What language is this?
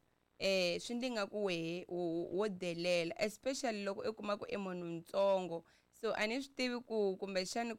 Tsonga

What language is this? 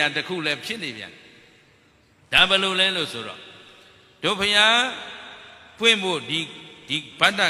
Burmese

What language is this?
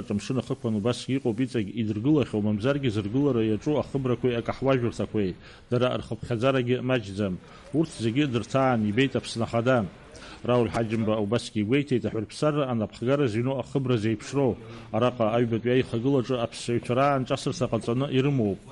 Abkhazian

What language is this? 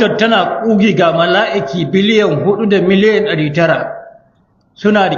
Hausa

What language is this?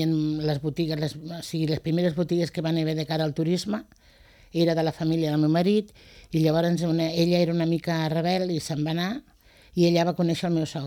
Catalan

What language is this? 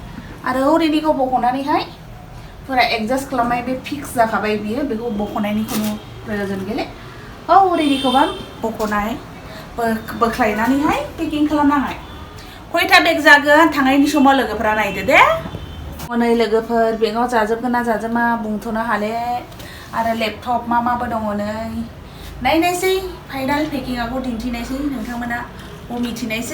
Bodo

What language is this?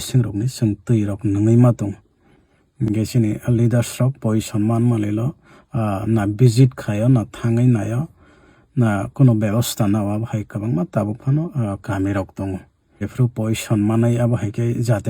Kok Borok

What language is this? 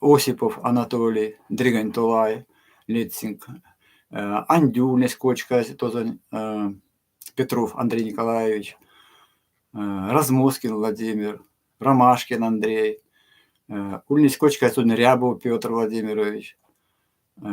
Erzya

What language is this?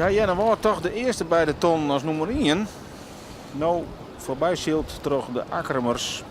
Western Frisian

